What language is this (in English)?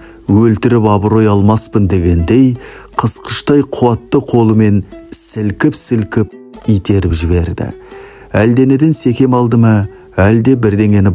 Kazakh